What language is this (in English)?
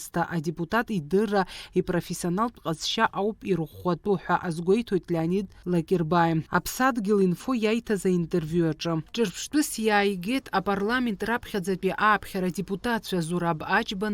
Abkhazian